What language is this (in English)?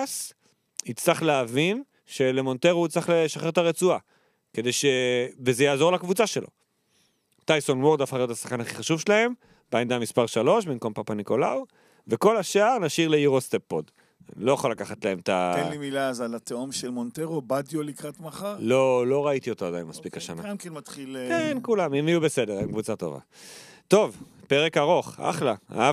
Hebrew